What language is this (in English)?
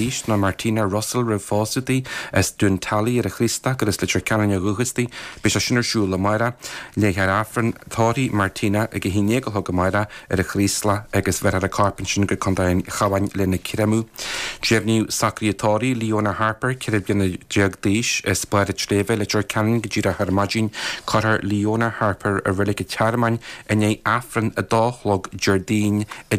Irish